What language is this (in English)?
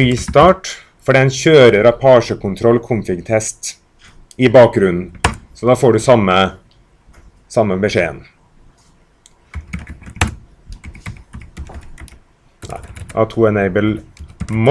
Norwegian